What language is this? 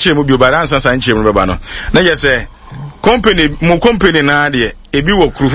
Akan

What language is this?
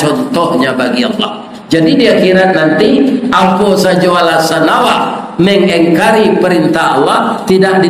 Minangkabau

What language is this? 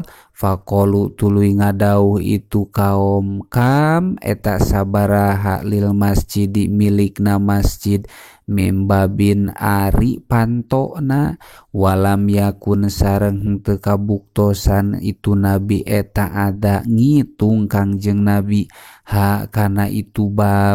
Sundanese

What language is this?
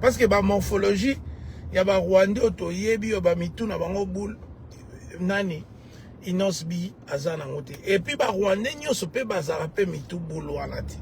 Lingala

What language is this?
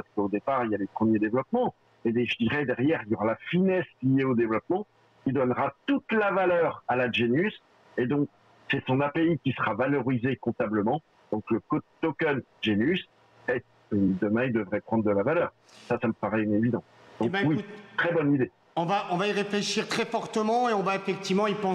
French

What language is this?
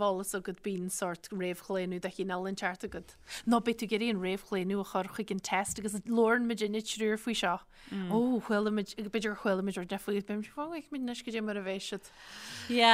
Irish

